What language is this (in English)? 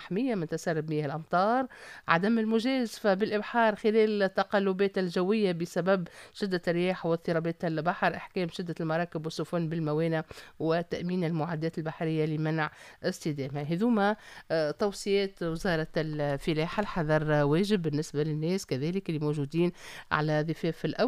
Tunisian Arabic